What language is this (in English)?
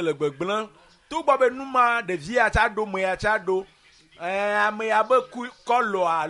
Ewe